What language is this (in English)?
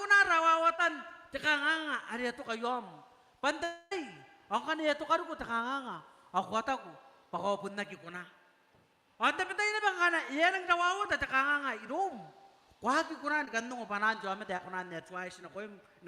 Gilbertese